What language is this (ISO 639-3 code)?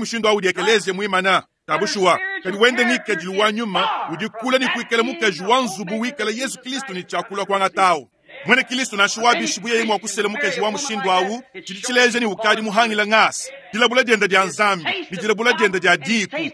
lua